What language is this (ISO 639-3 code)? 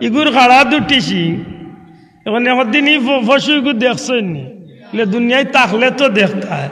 syl